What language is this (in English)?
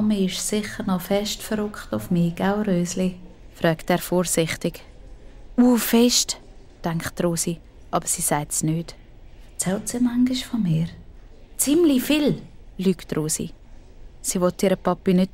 Swiss German